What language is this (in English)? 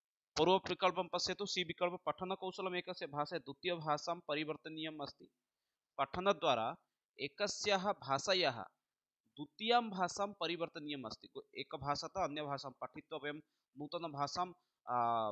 Sanskrit